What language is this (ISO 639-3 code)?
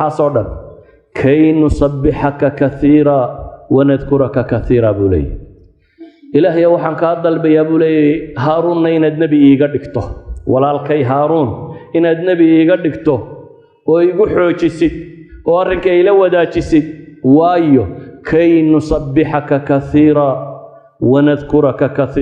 som